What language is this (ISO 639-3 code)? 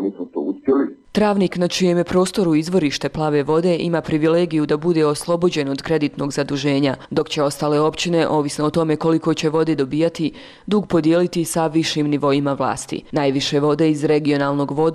bos